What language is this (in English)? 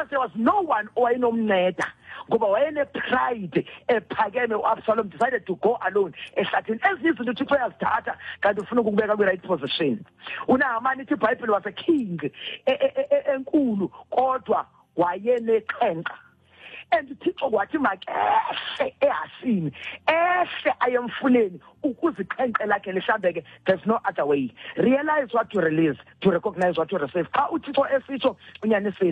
Xhosa